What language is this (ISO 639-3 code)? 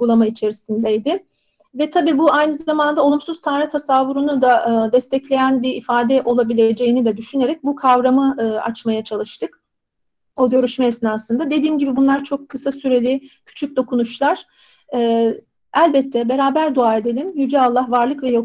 tur